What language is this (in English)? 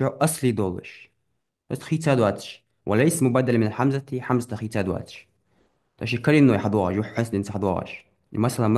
Ingush